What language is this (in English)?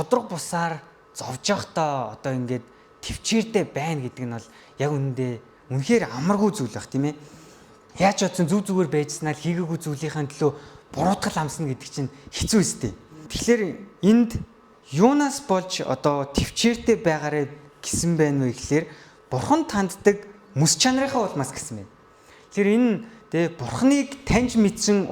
Mongolian